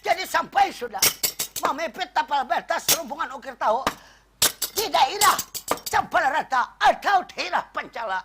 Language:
Banjar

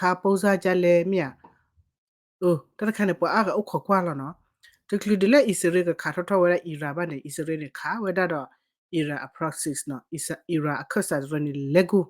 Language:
S'gaw Karen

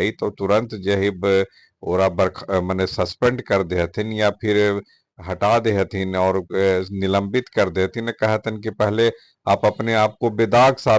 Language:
Magahi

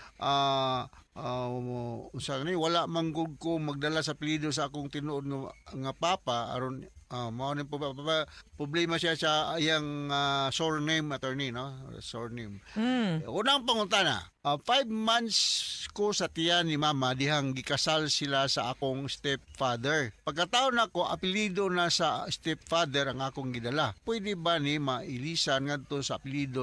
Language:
Cebuano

